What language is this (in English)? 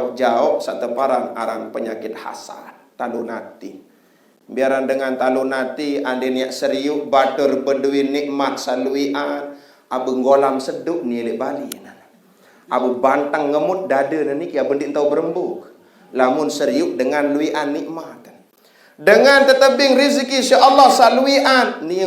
Sasak